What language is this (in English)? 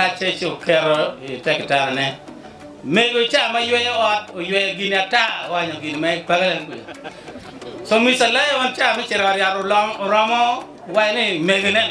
Acoli